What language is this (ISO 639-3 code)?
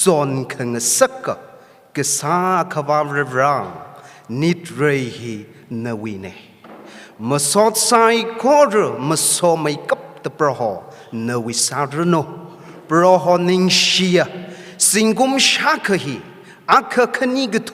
nmf